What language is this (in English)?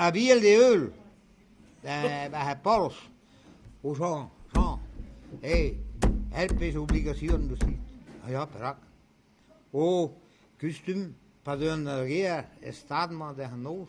Breton